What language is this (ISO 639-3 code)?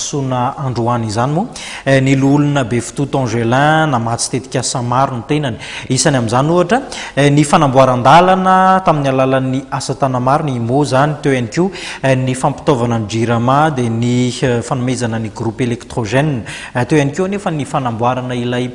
mlg